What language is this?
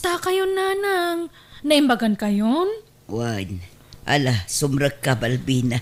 Iloko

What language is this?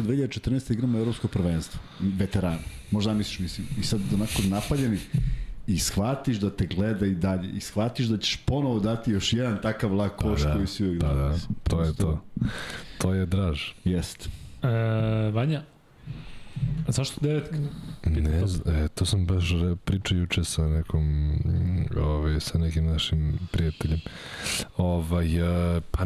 Serbian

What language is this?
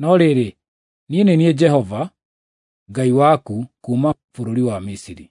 Kikuyu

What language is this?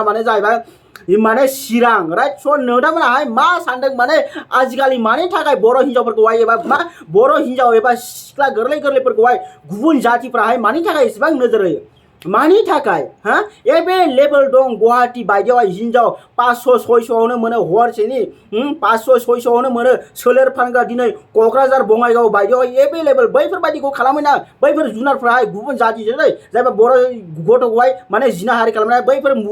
Bodo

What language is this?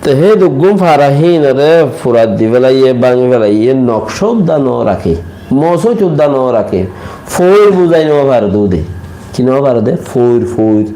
Rohingya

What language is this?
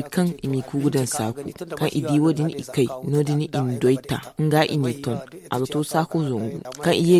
Zarma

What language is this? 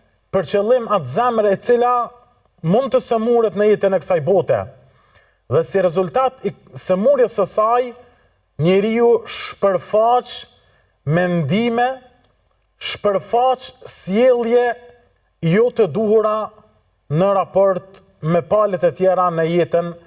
Albanian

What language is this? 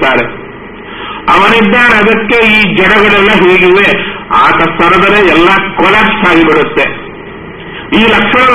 Kannada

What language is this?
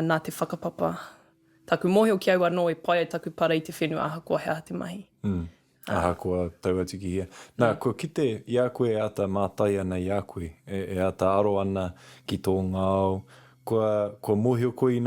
Māori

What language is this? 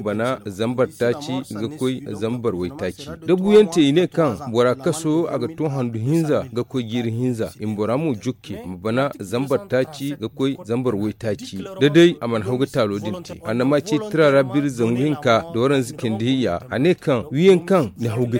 Zarma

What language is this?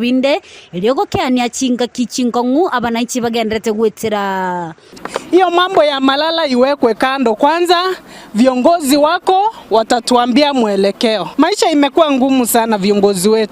Gusii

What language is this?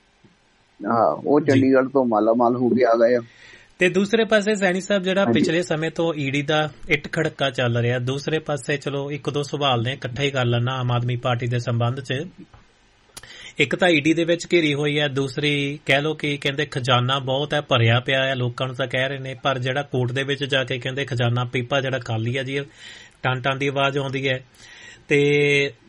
Punjabi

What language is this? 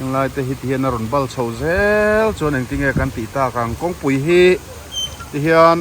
Mizo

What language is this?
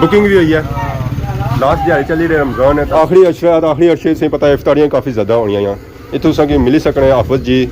Pahari-Potwari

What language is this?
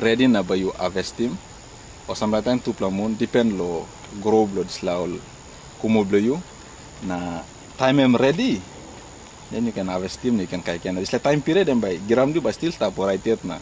Tok Pisin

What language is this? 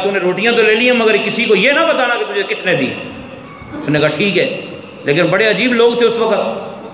Urdu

